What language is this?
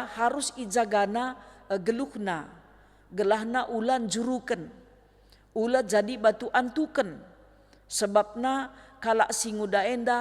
Batak Karo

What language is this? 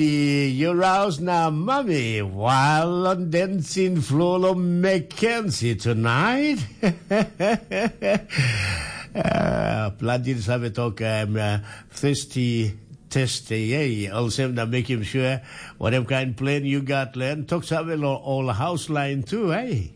Tok Pisin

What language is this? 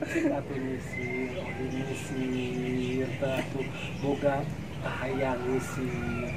Sundanese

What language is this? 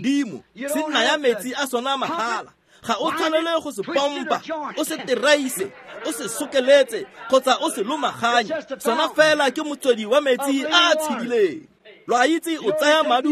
Tswana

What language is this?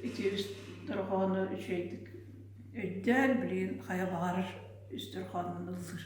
Yakut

